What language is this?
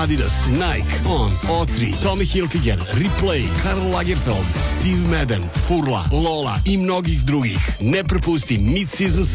Serbian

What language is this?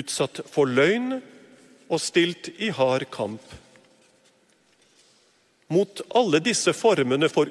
Norwegian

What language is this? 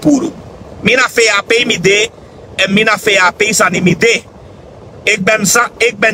Sranan Tongo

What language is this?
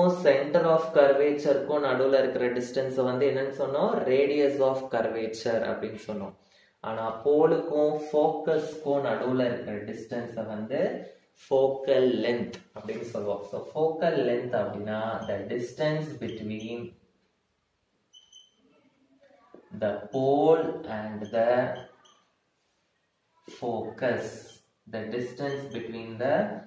Tamil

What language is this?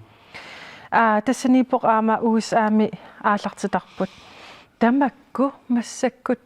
Kalaallisut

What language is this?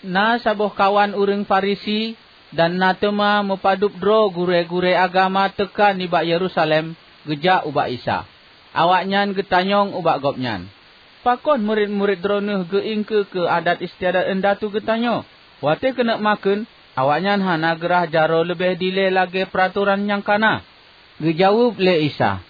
Achinese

